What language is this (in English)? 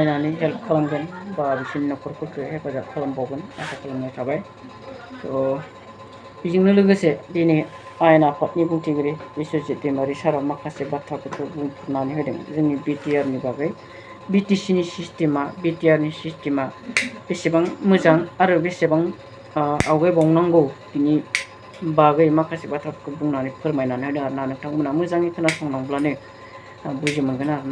Bodo